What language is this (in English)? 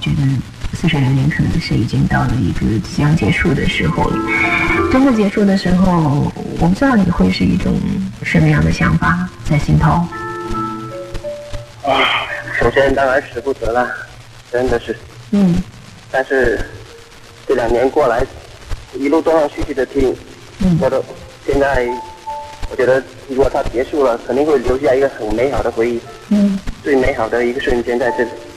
Chinese